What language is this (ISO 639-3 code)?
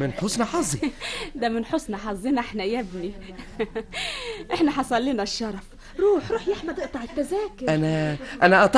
arz